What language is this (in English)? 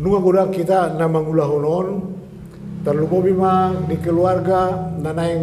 Batak Toba